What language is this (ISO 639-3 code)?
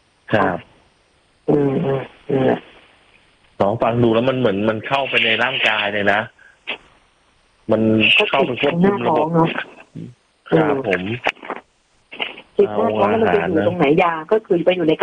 tha